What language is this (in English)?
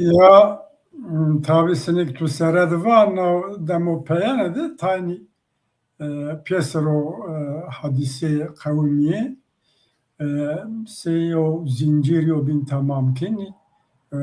Zaza